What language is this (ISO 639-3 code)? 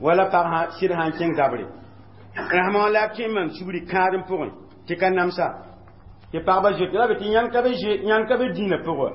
mos